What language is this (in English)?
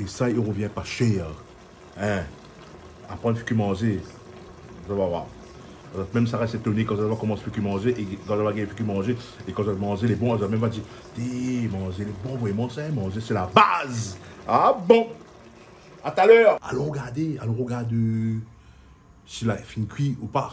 Réunion Creole French